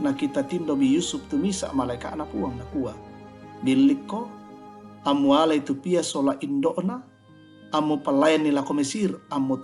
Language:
Toraja-Sa'dan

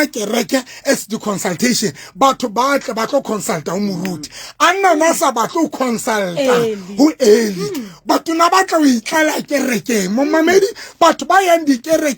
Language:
Southern Sotho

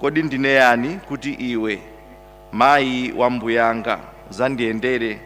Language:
Nyanja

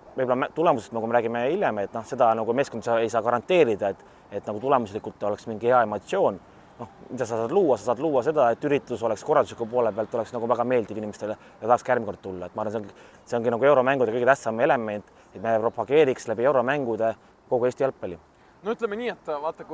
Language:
Estonian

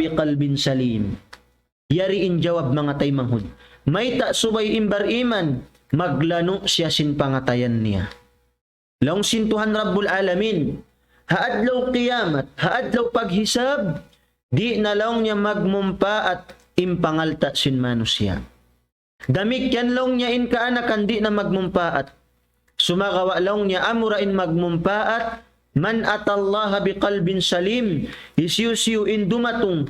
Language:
Tausug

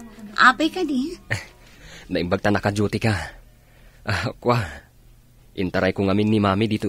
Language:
Iloko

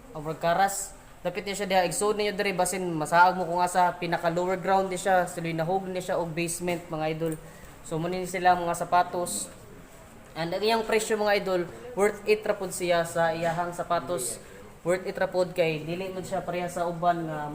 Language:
Cebuano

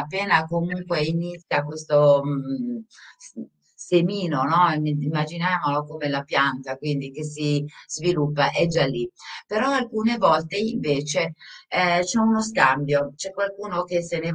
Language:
Italian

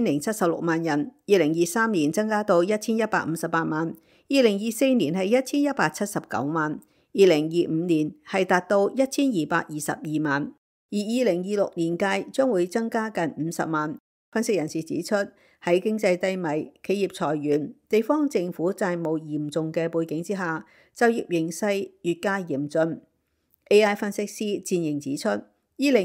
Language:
Cantonese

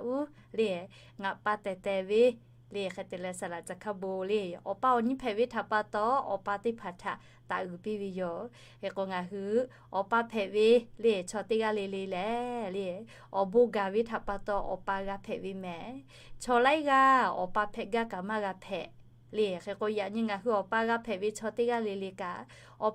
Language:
Lahu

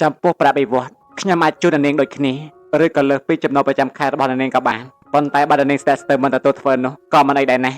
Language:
Khmer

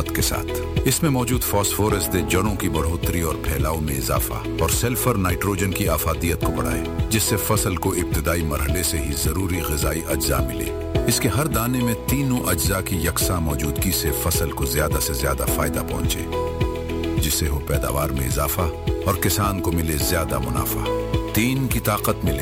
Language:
Urdu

